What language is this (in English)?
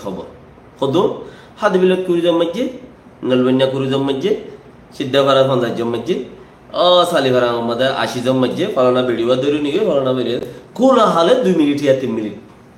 Rohingya